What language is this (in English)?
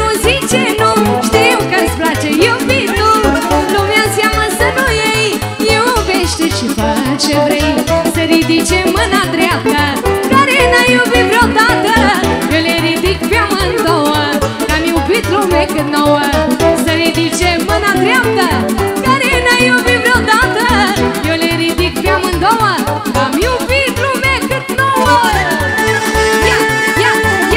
Romanian